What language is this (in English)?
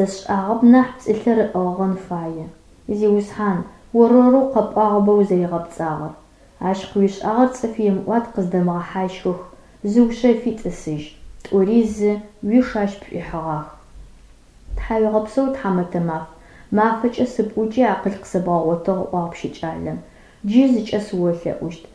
Adyghe